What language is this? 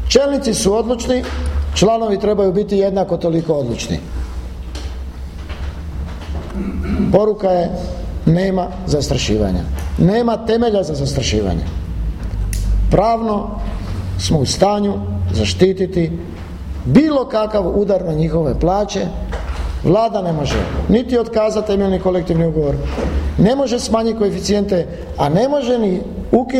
Croatian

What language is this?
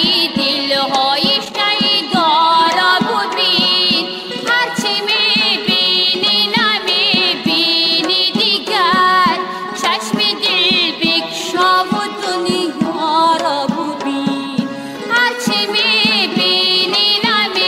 Tajik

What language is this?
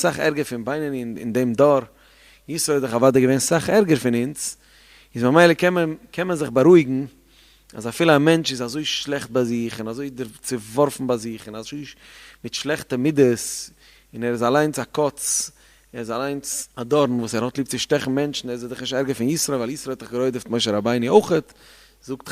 Yiddish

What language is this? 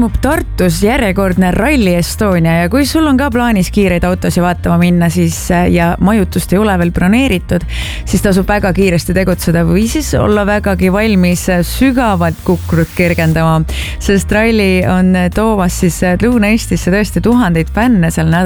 Estonian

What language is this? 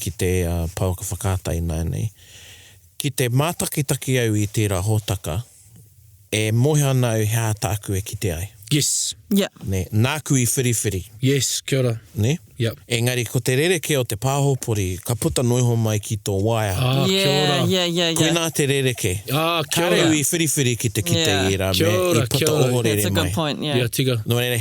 Māori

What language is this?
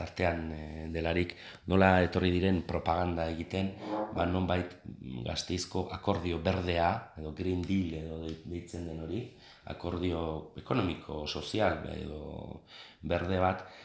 Basque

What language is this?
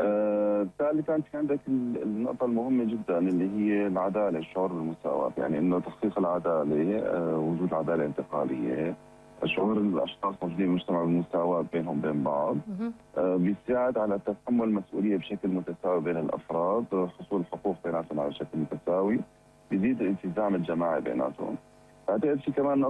North Levantine Arabic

